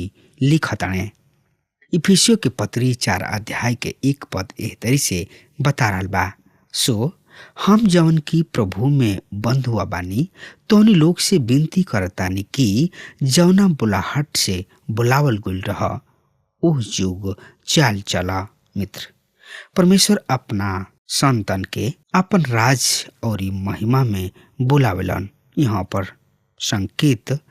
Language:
Bhojpuri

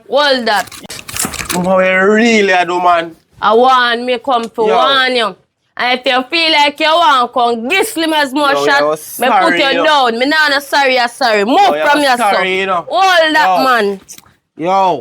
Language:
Jamaican Creole English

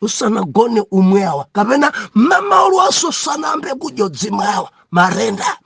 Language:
Nyanja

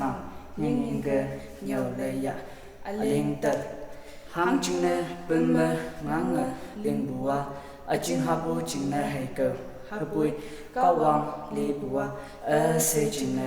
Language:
Konyak Naga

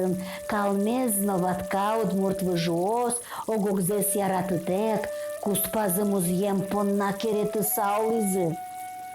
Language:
Udmurt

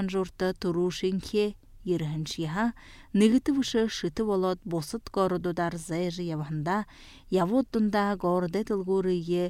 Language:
Buriat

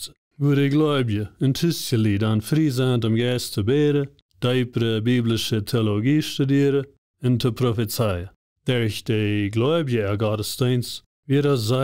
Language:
Plautdietsch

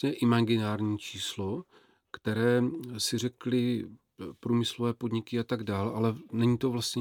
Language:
Czech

